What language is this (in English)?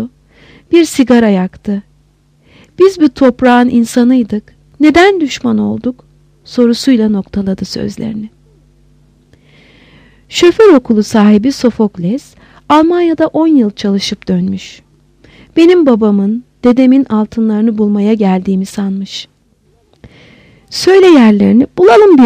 Turkish